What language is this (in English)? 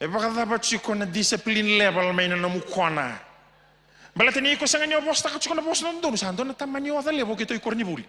Fijian